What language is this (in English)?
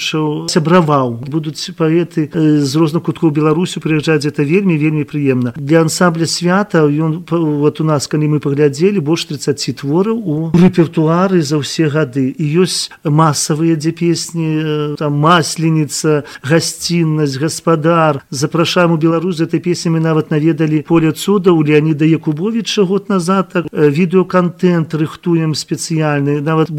Belarusian